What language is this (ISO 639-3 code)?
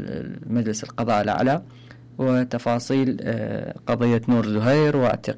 acm